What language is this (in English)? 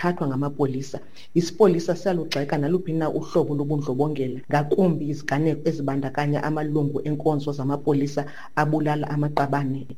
Xhosa